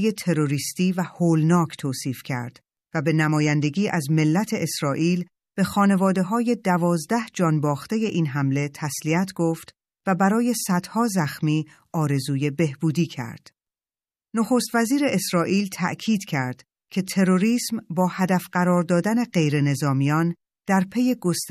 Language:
Persian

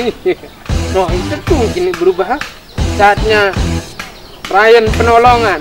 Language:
Sasak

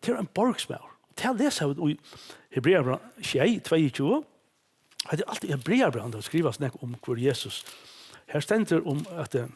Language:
Faroese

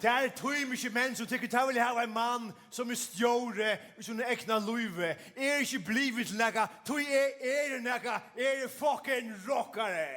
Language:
Faroese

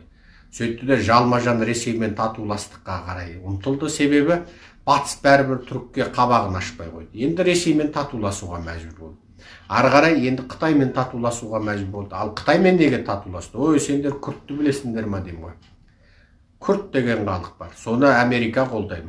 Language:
Kazakh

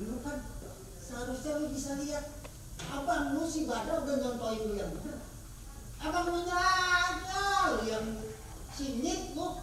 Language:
Betawi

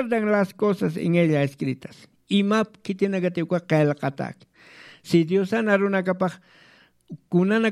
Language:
Aymara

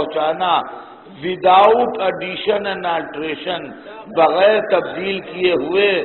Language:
Urdu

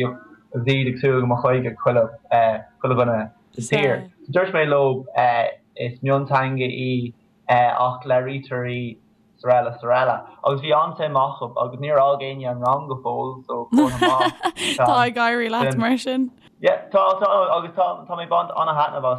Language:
Irish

